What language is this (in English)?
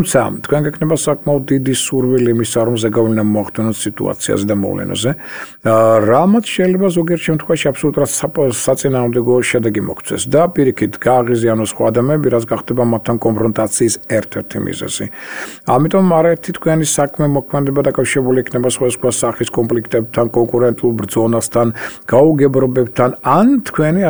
Georgian